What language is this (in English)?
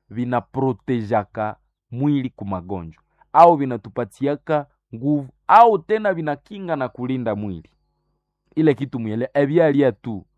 Swahili